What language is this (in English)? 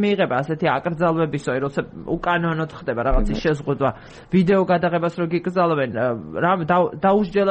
Georgian